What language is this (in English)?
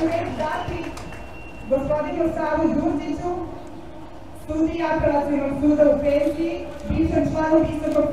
Serbian